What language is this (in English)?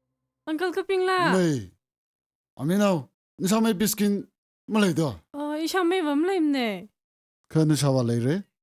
Tangkhul Naga (India)